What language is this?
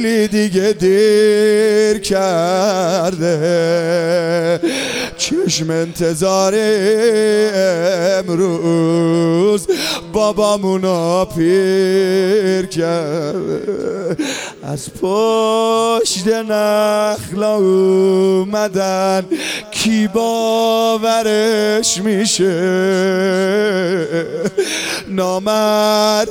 Persian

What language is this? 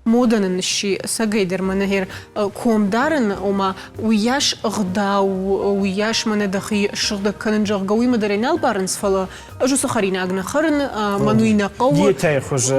Ossetic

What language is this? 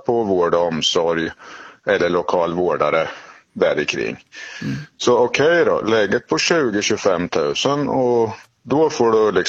Swedish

